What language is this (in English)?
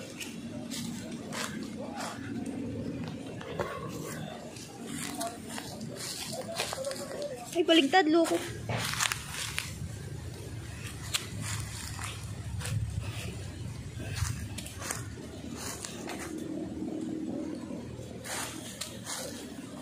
Filipino